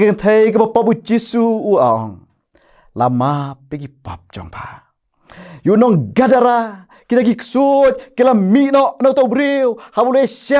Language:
Khasi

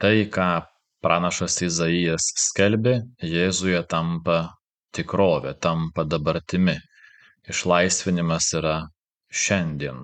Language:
Lithuanian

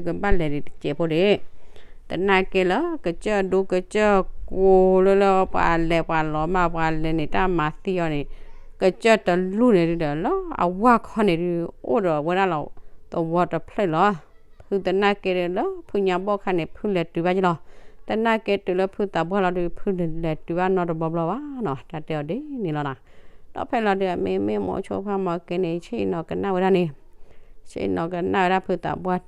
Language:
S'gaw Karen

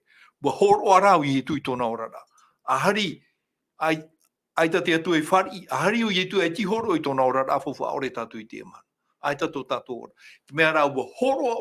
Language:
Tahitian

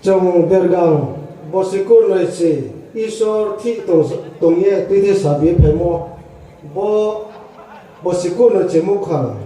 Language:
Riang (India)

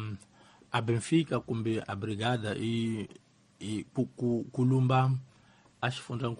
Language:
Tsonga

